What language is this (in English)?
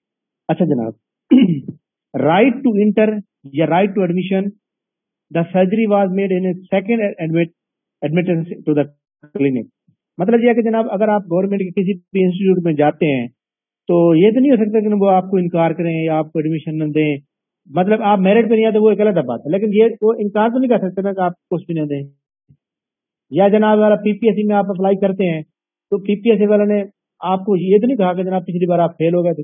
Urdu